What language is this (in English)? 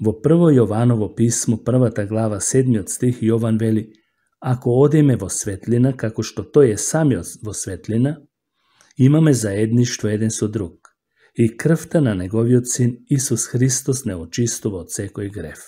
Macedonian